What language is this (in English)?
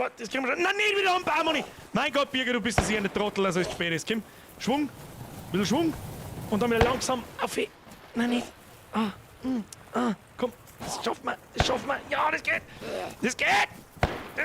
Bavarian